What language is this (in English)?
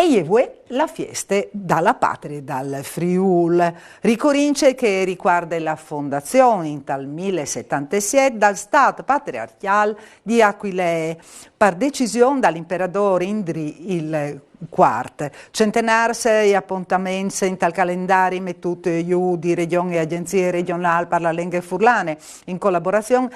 Friulian